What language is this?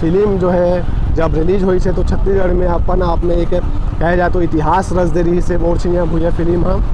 Chhattisgarhi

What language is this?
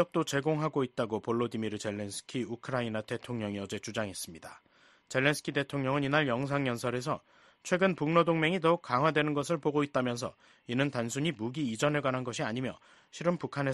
Korean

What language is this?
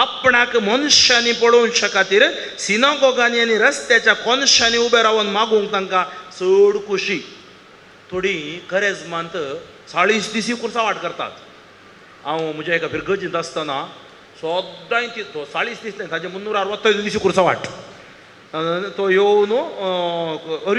Konkani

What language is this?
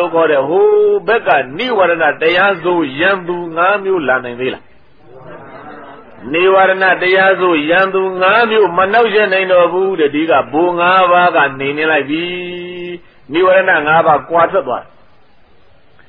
Burmese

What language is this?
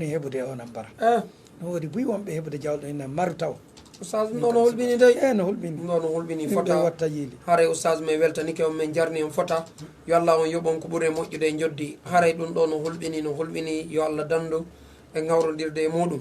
Fula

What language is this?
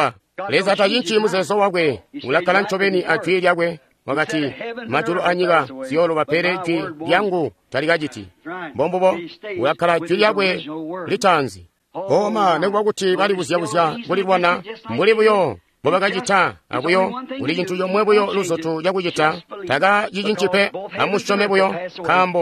Tonga (Zambia)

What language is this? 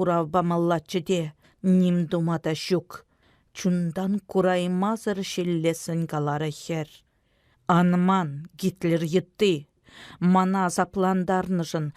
Chuvash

